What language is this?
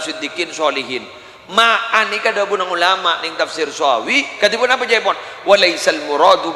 Madurese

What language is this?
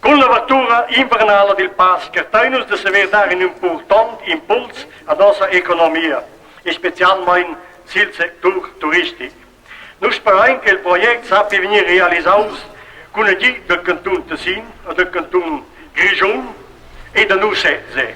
Romansh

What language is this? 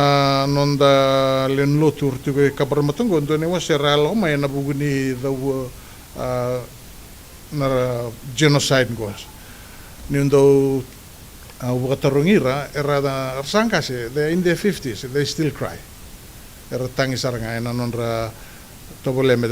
Fijian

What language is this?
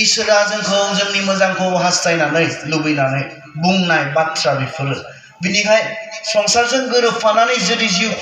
Bodo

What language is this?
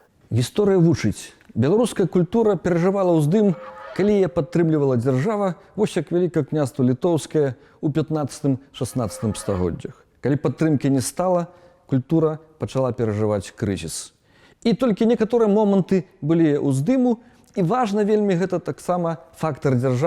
Belarusian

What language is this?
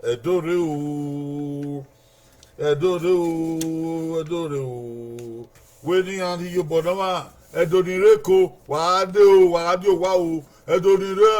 Bini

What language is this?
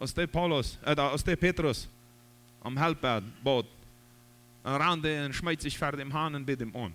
Plautdietsch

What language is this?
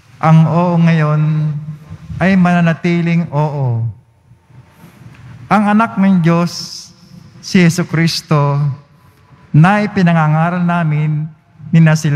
Filipino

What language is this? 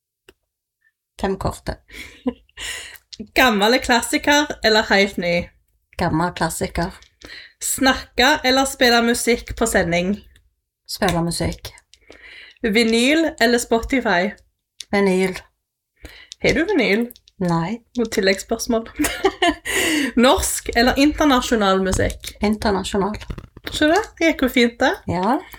Norwegian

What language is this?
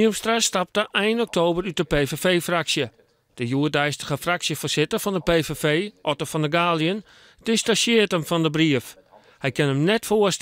Western Frisian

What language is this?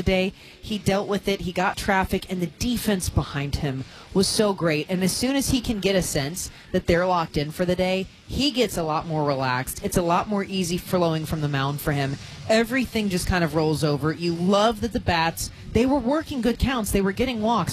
English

